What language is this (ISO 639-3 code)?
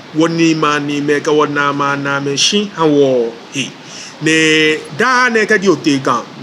gaa